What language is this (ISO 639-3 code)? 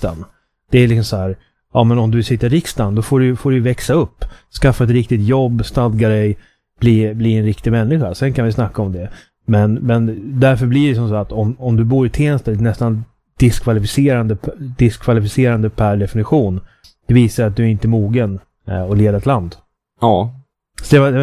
swe